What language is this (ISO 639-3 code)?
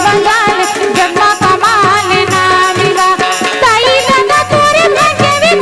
hne